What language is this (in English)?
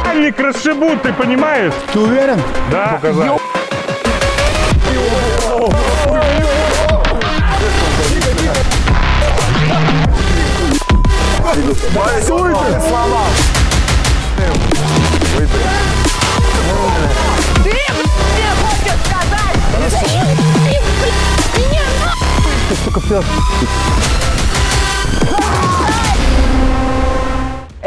Russian